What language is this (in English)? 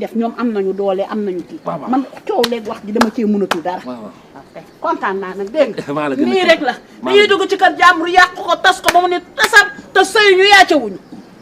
Wolof